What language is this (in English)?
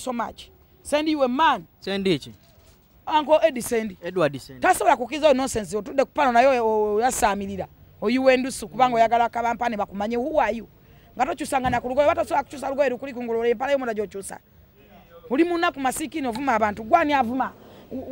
Ganda